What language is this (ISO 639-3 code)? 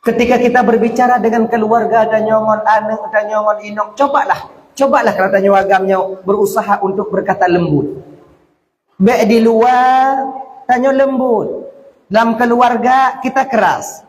ace